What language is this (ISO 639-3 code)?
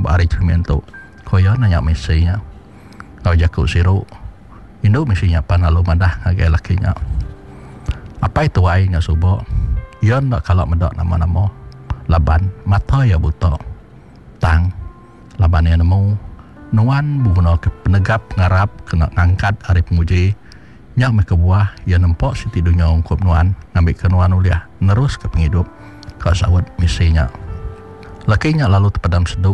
iba